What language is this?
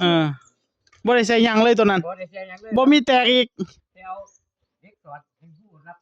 Northeastern Thai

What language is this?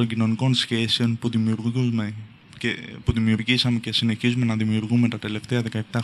Greek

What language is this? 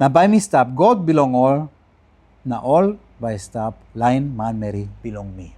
Tok Pisin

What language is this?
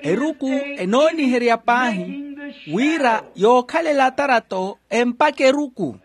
Makhuwa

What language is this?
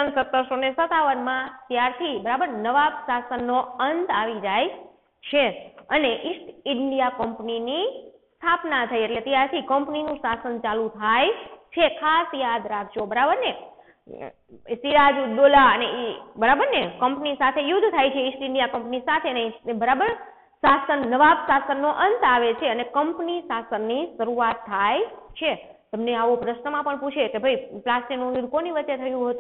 Gujarati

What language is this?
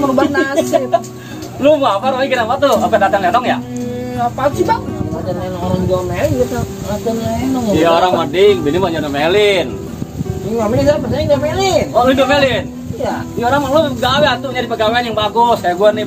Betawi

